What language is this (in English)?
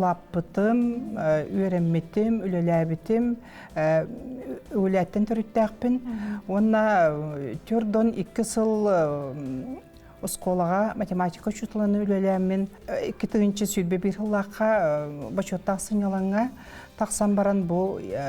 Yakut